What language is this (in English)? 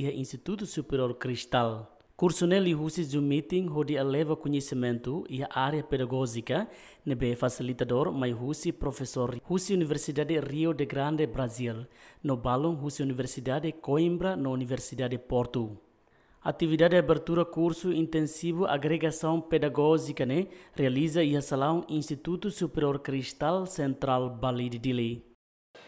Tetum